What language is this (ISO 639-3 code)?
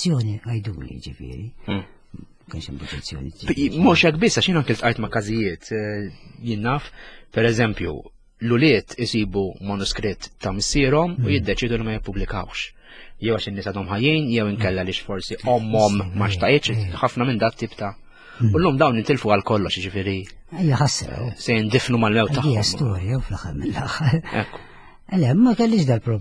mlt